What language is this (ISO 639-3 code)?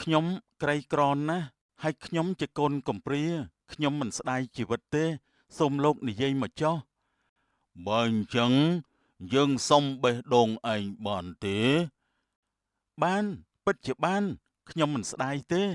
khm